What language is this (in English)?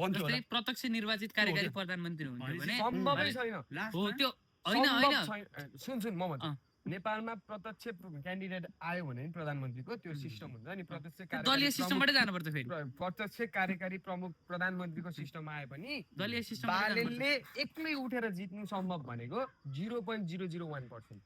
Nepali